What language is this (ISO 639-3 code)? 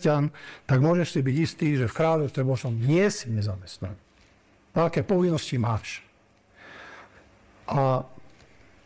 slk